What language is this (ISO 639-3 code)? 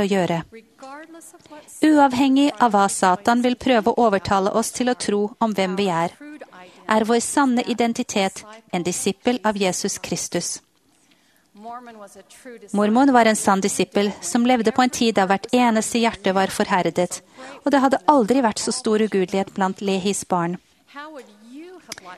nor